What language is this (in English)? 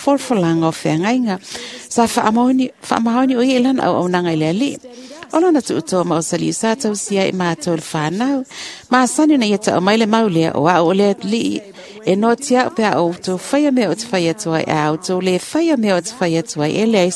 Samoan